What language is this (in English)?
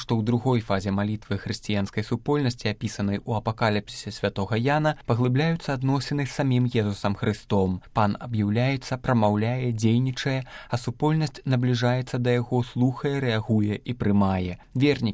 Belarusian